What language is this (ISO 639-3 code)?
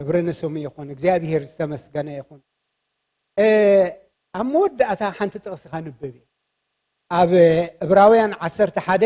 tir